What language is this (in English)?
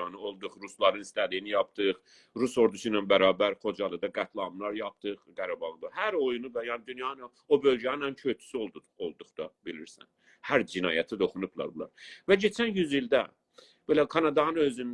South Azerbaijani